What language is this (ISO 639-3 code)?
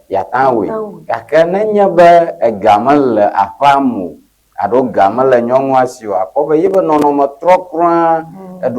ewe